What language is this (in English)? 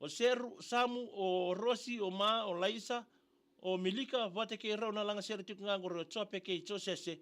Fijian